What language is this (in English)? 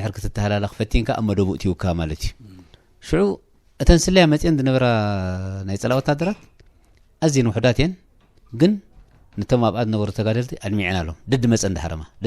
Tigrinya